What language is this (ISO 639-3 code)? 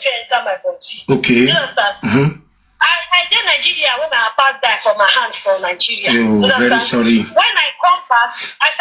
pcm